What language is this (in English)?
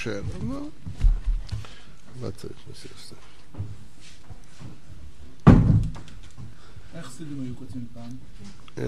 Hebrew